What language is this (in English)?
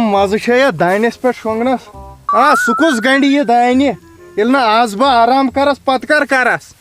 Kashmiri